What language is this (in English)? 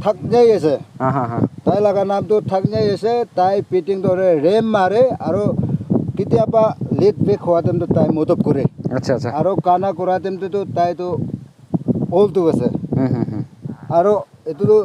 Naga Pidgin